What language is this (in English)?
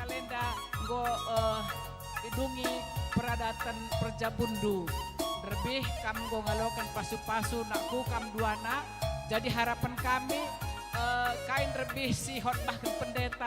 Batak Karo